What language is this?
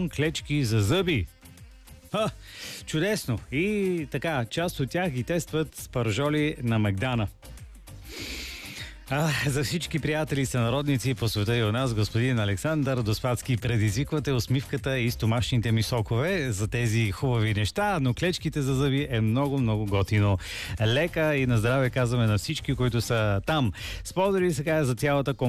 Bulgarian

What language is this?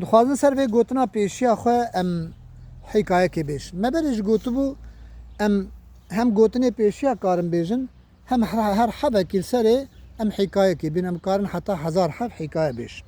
Kurdish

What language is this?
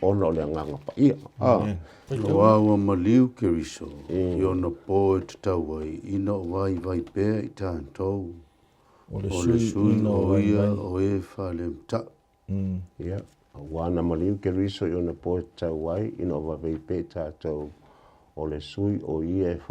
Samoan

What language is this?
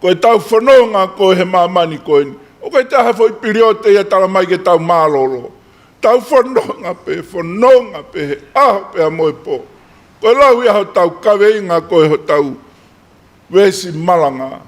Tongan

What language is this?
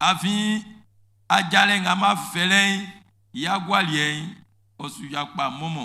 Baoulé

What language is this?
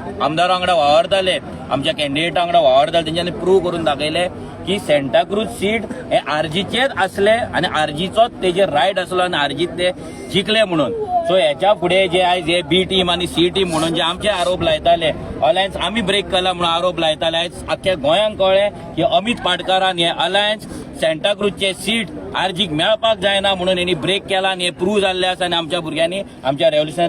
Konkani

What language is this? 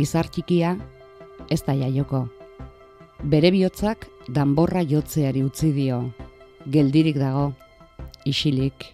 Basque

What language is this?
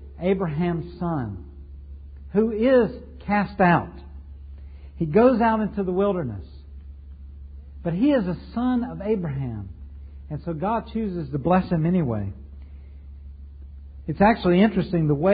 English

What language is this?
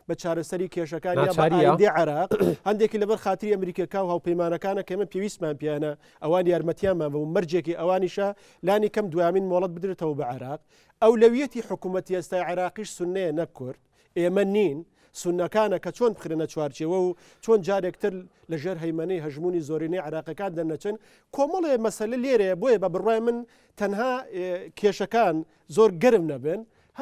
Central Kurdish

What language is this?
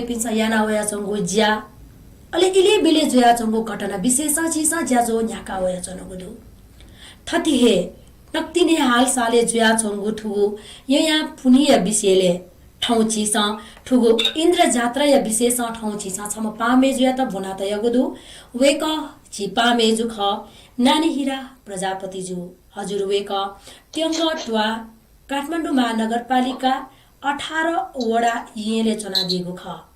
Newari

